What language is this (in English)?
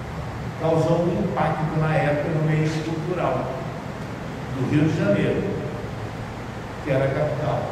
Portuguese